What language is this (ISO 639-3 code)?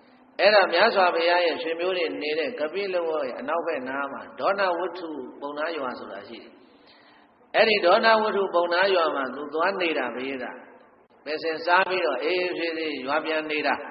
mya